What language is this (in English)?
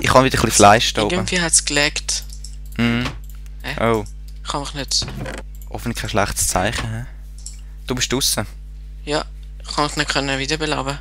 Swiss German